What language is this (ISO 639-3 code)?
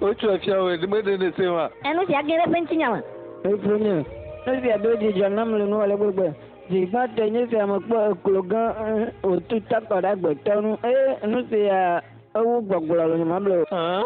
ewe